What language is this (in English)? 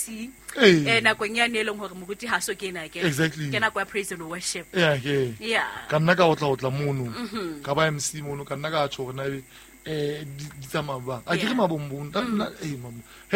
Southern Sotho